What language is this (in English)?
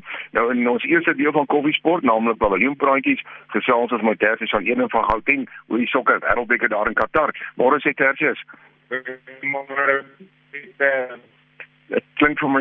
Afrikaans